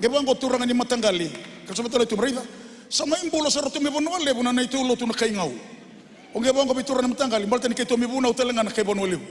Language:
Fijian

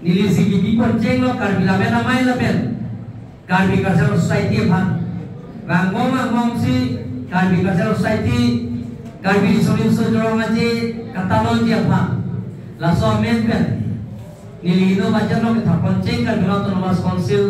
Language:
Karbi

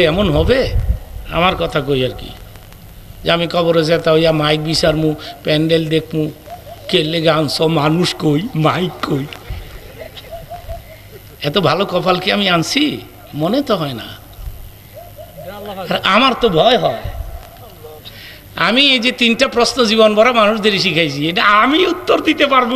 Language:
Bangla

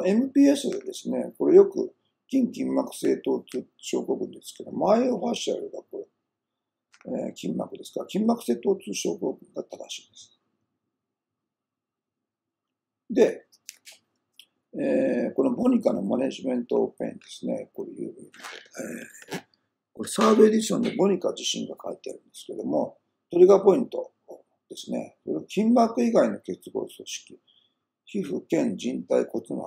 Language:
Japanese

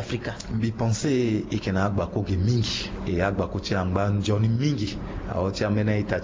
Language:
Sango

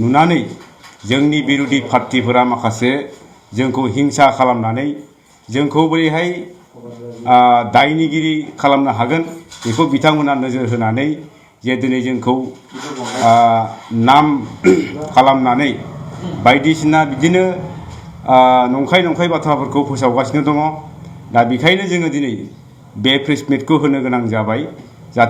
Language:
Bodo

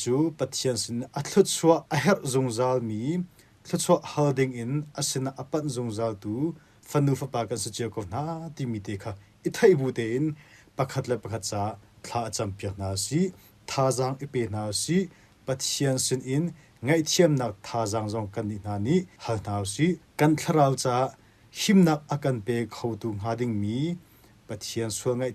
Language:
Hakha Chin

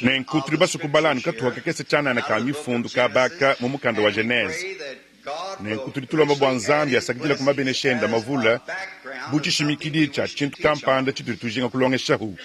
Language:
Luba-Lulua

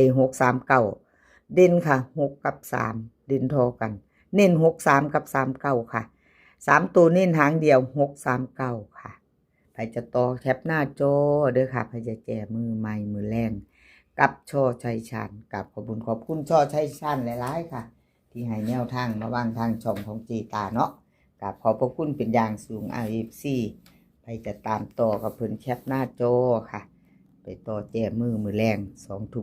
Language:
Northeastern Thai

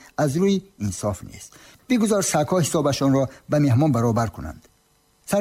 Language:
Tajik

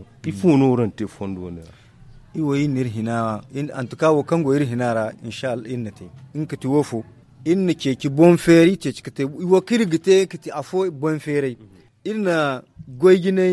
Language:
Zarma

